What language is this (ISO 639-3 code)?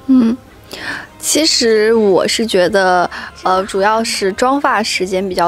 zho